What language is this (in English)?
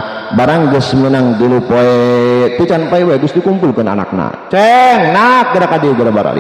Sundanese